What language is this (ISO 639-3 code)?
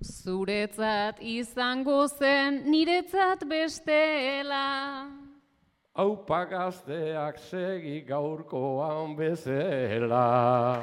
eus